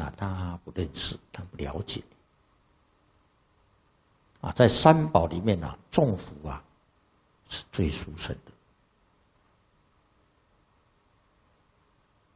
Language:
Chinese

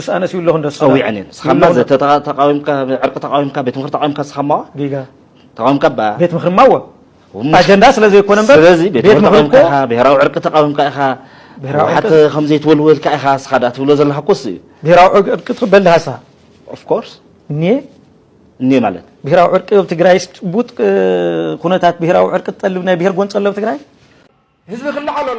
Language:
Tigrinya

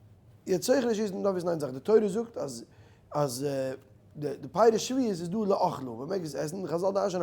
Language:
Yiddish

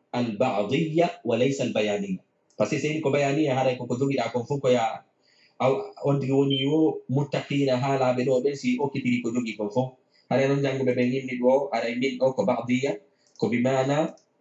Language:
Fula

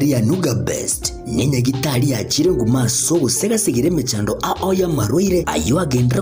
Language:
Gusii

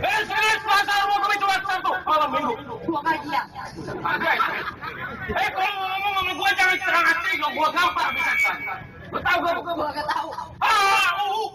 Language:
Betawi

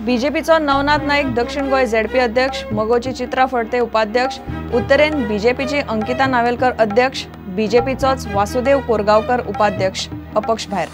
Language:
Konkani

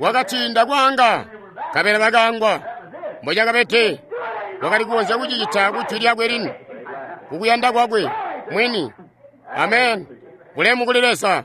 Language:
Tonga (Zambia)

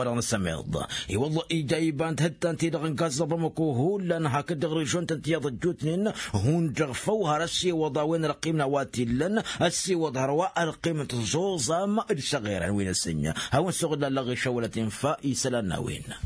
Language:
Tamasheq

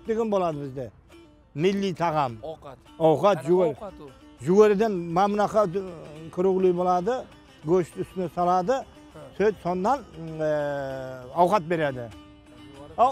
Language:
Kara-Kalpak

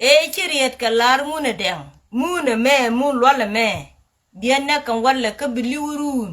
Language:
Nuer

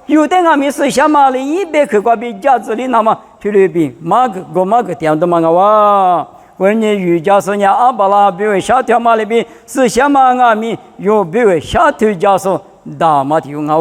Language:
Lisu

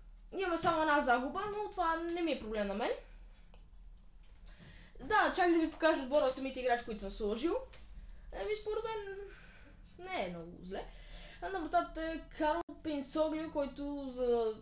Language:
Bulgarian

